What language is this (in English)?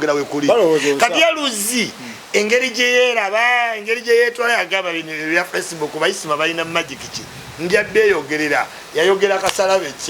Ganda